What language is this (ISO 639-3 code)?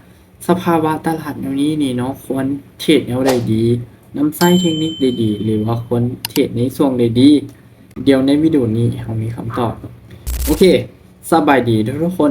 lao